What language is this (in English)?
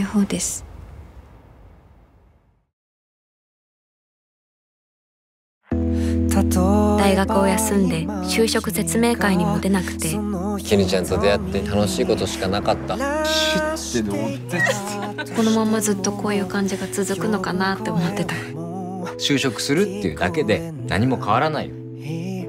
Japanese